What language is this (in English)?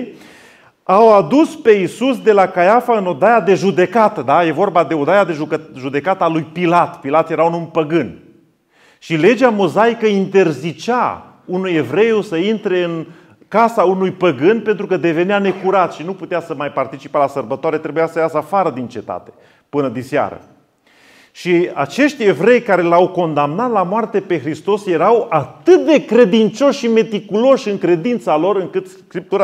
Romanian